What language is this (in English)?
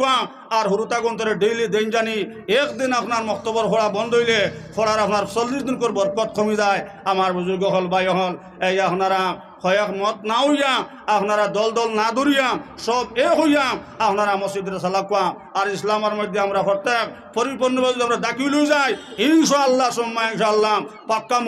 Sylheti